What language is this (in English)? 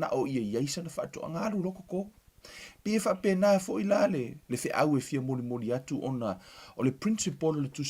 Samoan